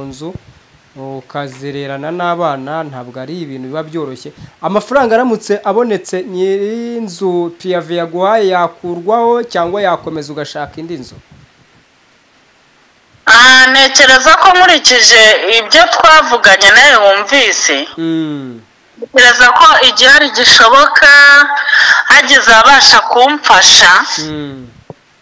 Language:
Kinyarwanda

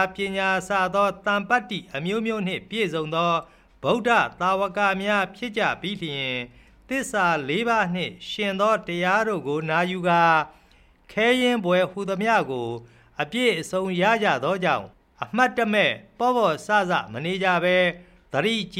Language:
Burmese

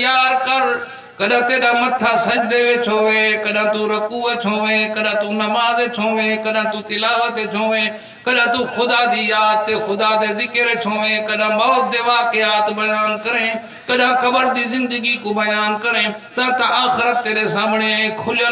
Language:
Saraiki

